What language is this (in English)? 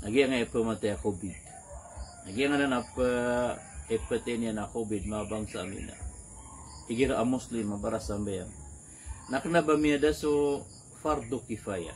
Maranao